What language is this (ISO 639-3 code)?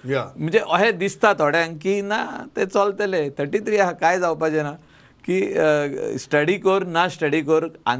kok